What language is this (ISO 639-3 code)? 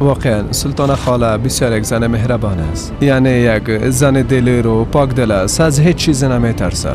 fas